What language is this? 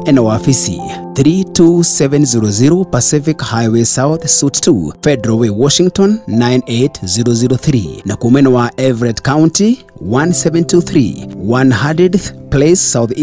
Kikuyu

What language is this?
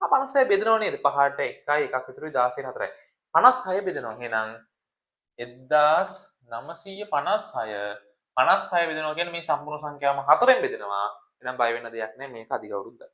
Sinhala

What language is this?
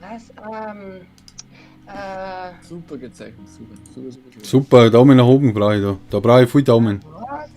Bavarian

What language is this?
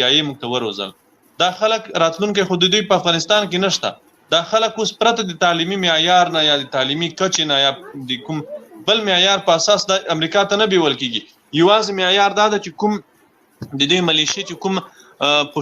Pashto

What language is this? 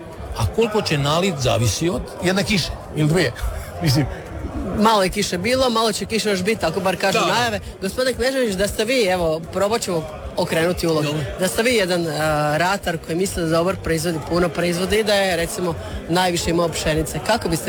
Croatian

